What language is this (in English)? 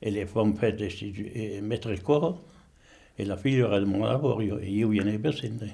Occitan